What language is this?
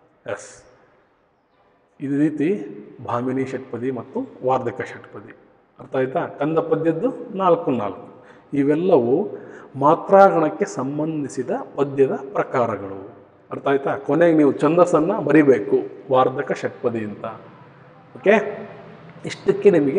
Kannada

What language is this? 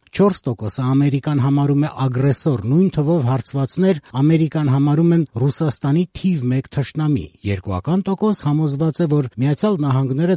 Armenian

